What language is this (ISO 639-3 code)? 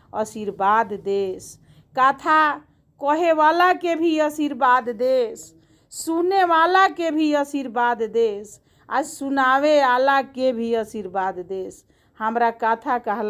bho